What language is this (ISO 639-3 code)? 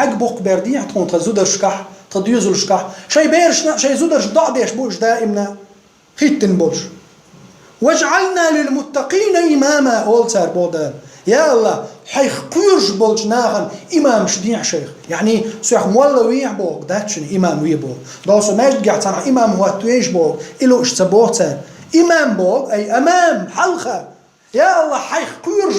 che